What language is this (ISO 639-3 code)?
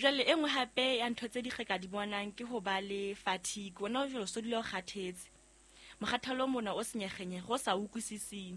sot